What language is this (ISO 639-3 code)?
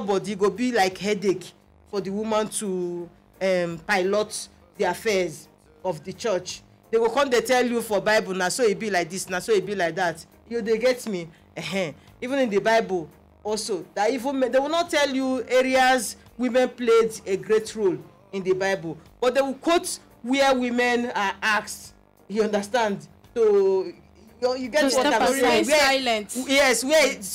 pcm